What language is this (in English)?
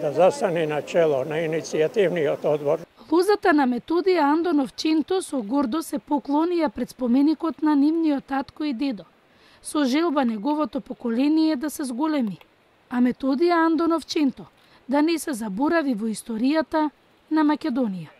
Macedonian